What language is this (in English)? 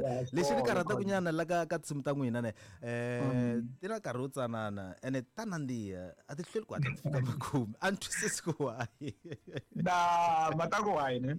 Tsonga